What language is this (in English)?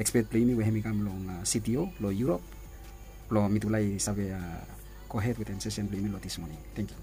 Bislama